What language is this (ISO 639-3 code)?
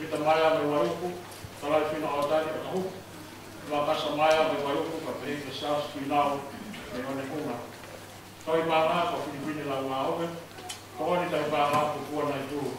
ton